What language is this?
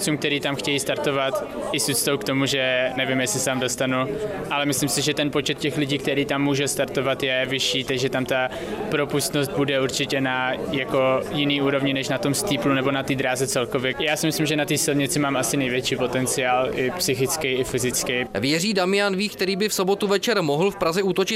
Czech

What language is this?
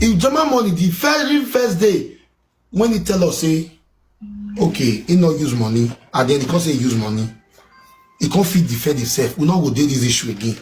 Nigerian Pidgin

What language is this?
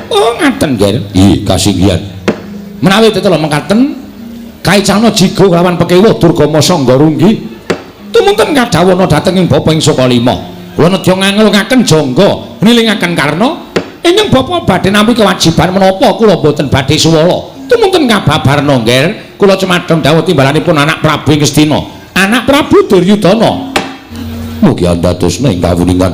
Javanese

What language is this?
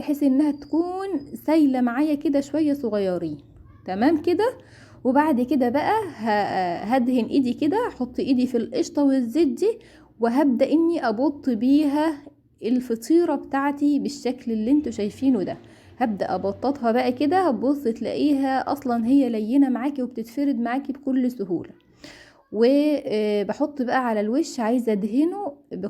Egyptian Arabic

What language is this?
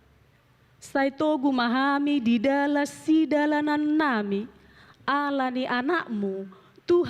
Batak Toba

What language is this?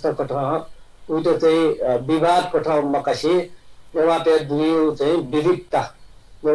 Newari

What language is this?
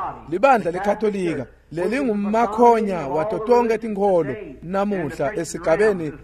Swati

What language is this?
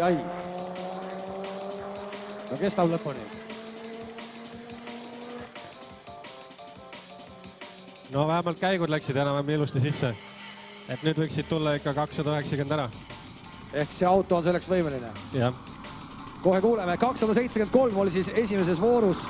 Estonian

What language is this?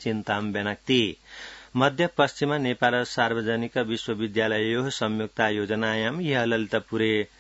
Sanskrit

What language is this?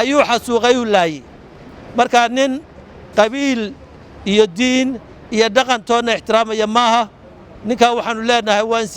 Somali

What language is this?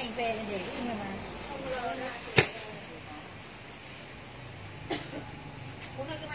Vietnamese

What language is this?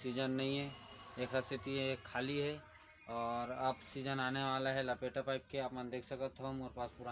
Chhattisgarhi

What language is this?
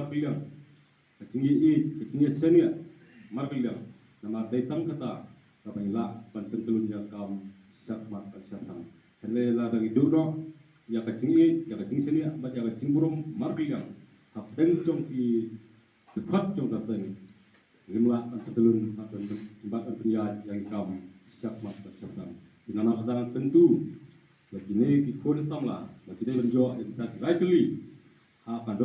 Khasi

